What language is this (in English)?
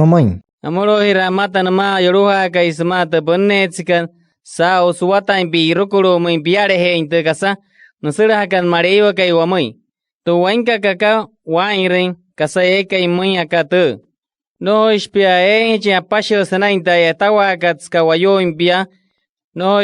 Wayuu